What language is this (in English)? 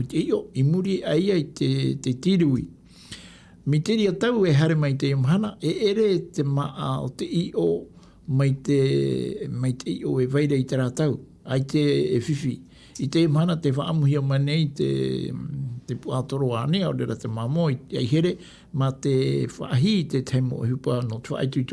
Tahitian